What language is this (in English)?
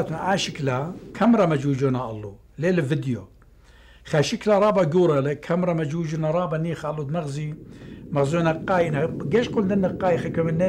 Assyrian Neo-Aramaic